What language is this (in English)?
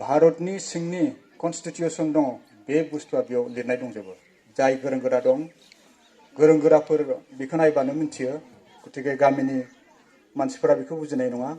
Bodo